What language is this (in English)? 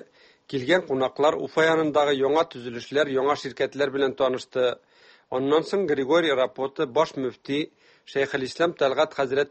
Tatar